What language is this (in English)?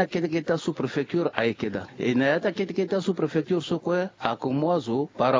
Sango